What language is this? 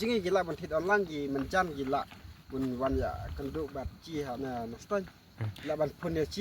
Khasi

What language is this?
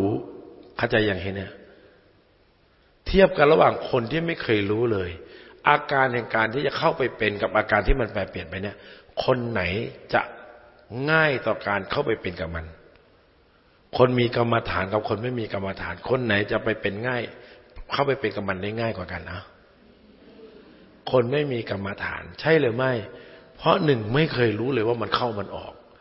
Thai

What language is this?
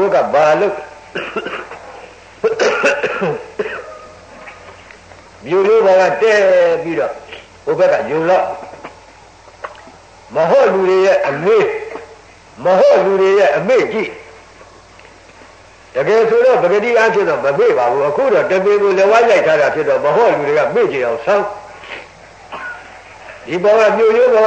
Burmese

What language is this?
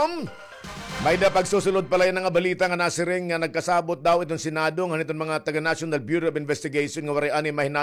Waray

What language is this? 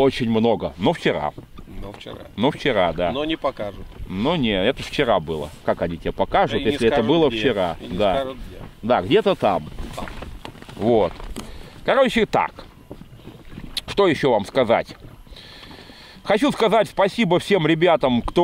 Russian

